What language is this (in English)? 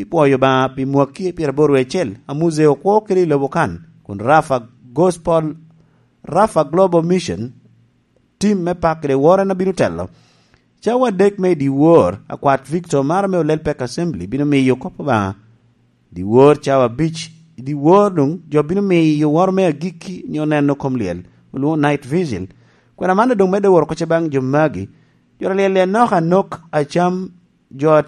Lango (Uganda)